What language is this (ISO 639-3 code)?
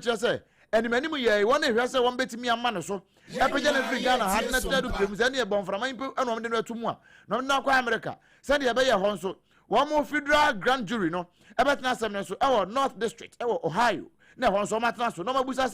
aka